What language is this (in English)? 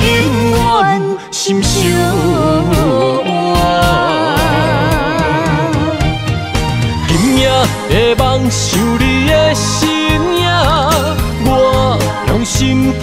Min Nan Chinese